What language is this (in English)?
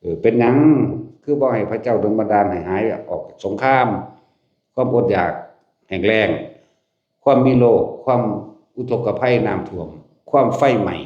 Northeastern Thai